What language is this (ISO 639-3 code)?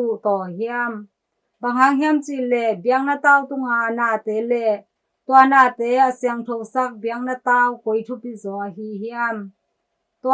ctd